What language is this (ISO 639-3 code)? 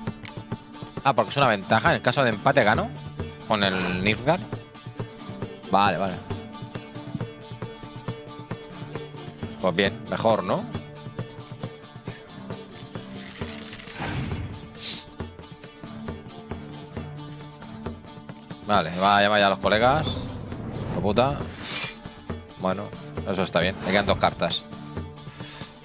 spa